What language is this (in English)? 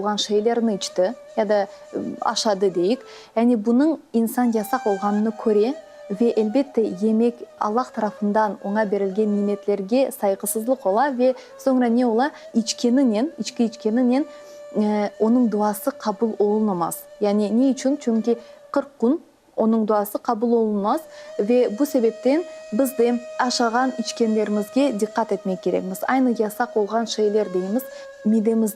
Crimean Tatar